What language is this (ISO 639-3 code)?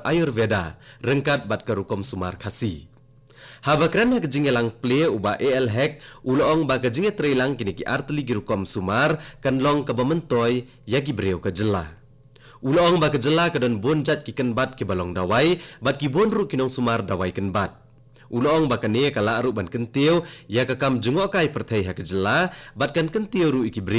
kha